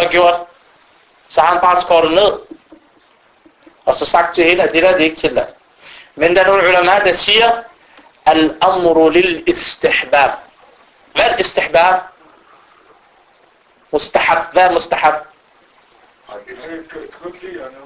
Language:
Danish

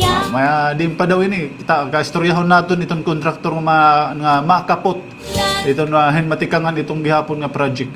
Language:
Waray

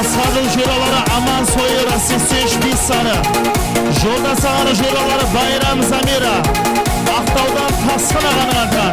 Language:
Kara-Kalpak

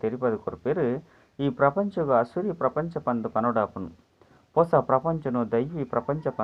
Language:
Tulu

